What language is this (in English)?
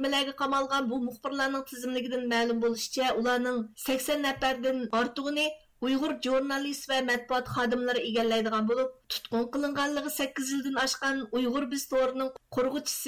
Uyghur